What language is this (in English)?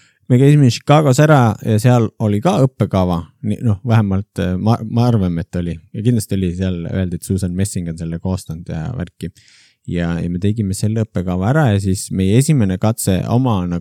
Estonian